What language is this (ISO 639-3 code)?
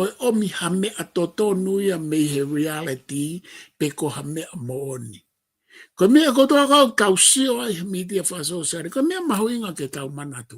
ton